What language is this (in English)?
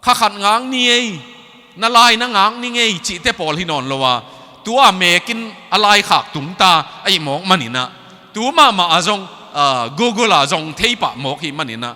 Tedim Chin